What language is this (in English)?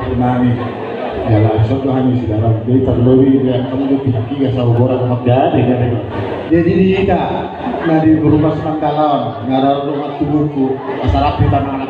Batak Toba